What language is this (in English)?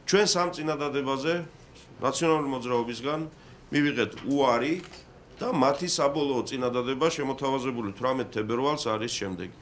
Georgian